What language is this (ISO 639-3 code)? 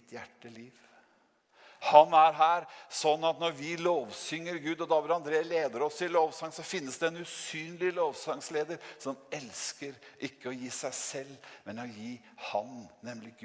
nor